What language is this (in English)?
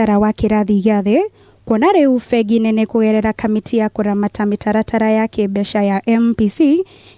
Kikuyu